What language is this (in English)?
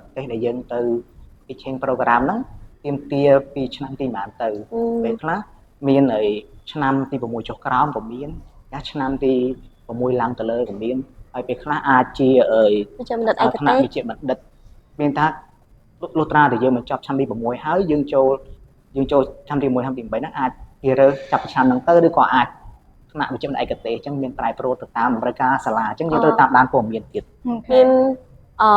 Khmer